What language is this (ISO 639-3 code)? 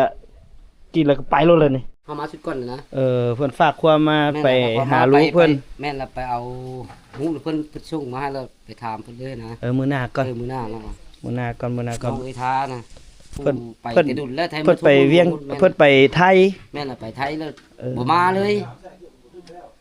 lao